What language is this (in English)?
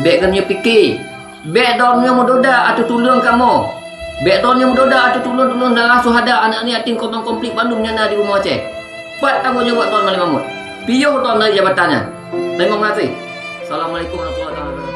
Achinese